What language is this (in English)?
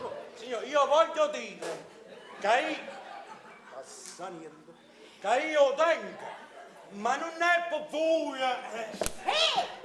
Neapolitan